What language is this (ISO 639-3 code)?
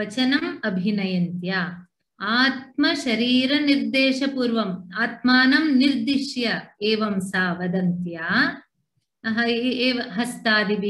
san